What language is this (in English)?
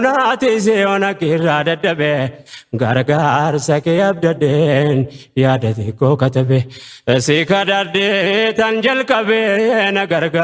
Oromo